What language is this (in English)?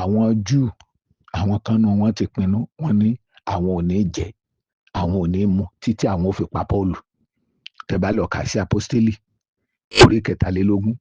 Yoruba